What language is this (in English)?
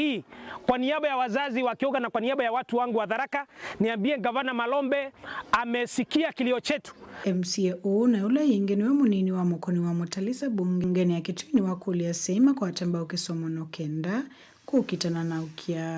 Kamba